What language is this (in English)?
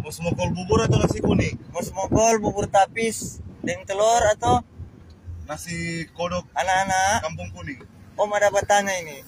Manado Malay